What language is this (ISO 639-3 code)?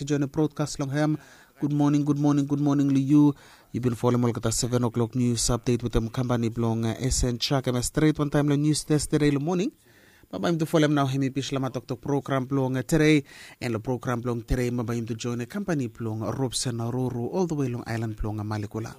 bis